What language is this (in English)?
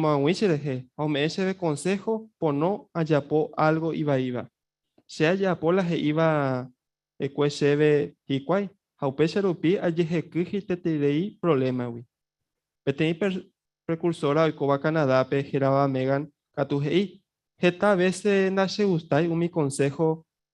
Guarani